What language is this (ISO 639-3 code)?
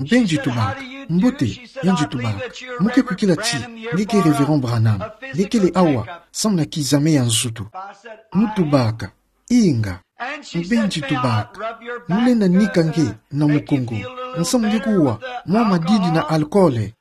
ktu